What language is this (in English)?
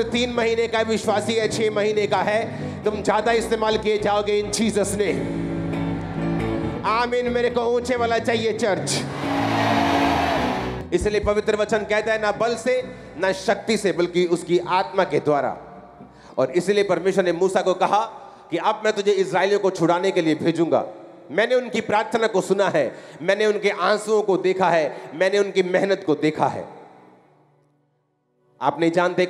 Hindi